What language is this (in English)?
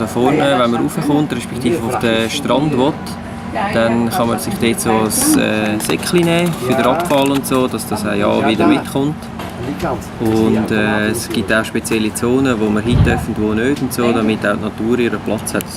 Swiss German